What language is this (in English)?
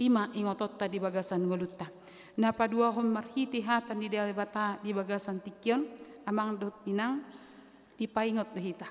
Batak Toba